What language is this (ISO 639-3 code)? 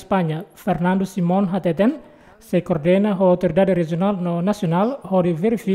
tet